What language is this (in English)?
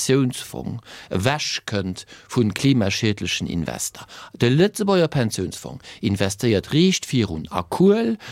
Luxembourgish